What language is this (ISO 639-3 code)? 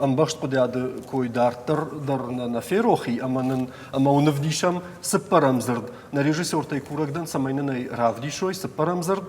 oss